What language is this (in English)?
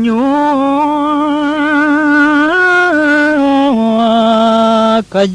Balinese